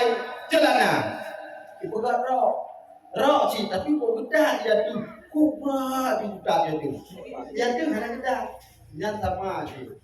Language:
Achinese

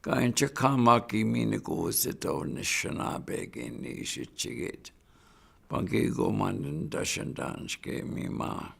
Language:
Chippewa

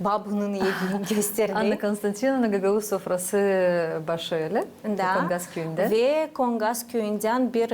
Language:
Gagauz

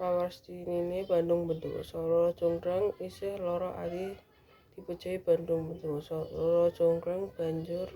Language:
Javanese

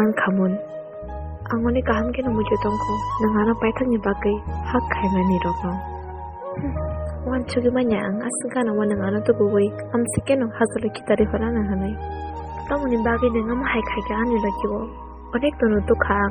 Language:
Kok Borok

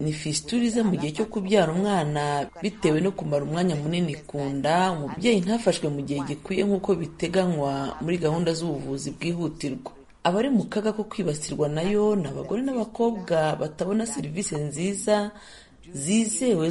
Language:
Kinyarwanda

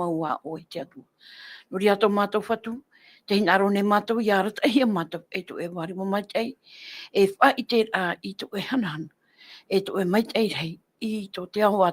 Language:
Tahitian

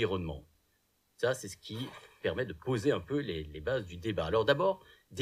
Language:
French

